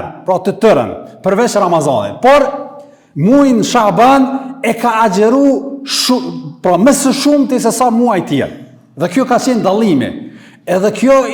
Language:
Albanian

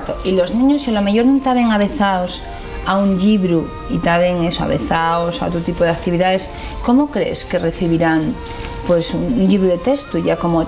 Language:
Asturian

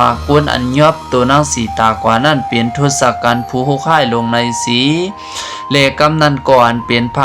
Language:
Shan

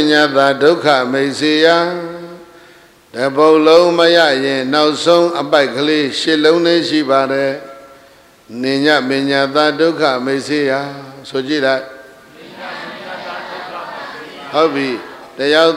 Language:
Burmese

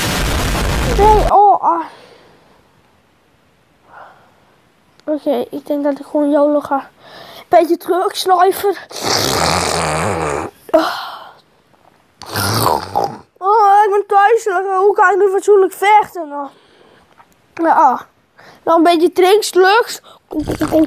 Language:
Dutch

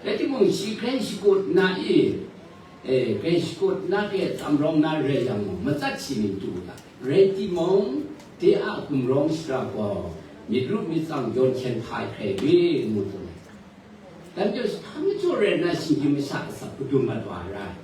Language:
Kachin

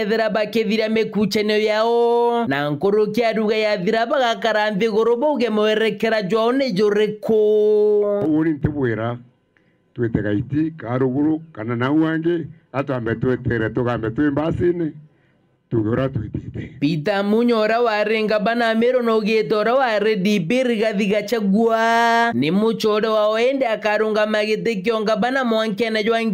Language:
Meru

